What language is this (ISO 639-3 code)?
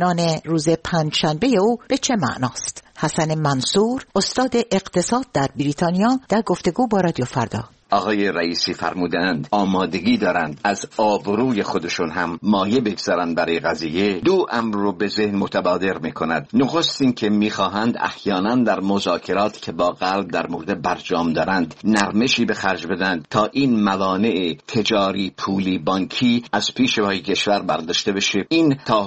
fas